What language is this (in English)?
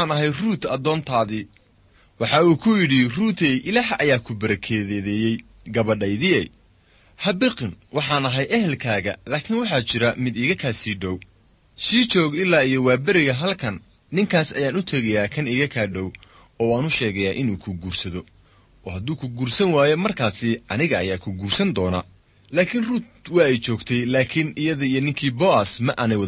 Somali